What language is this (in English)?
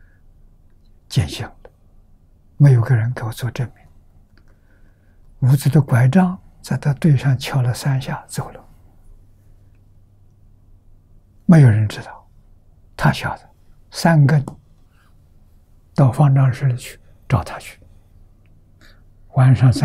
Chinese